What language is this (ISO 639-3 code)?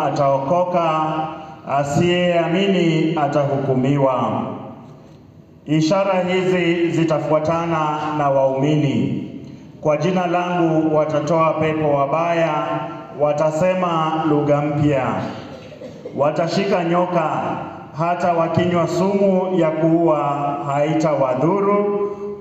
swa